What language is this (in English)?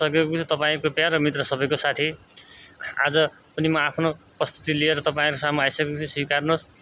Nepali